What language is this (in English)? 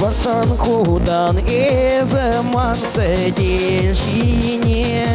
Chuvash